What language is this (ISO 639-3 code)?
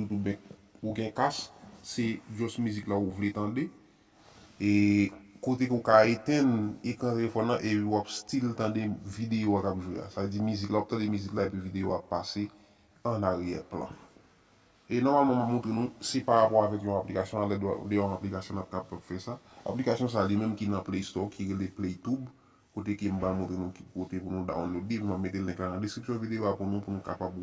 hat